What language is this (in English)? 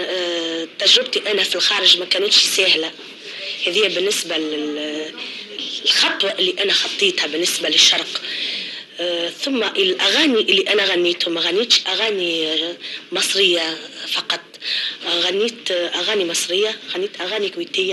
Tunisian Arabic